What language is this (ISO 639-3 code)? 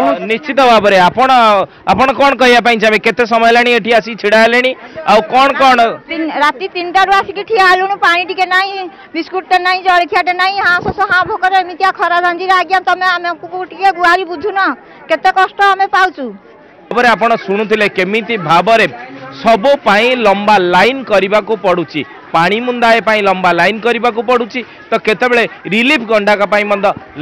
ori